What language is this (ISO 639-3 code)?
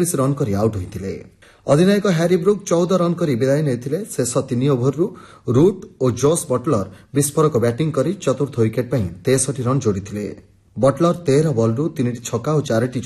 ori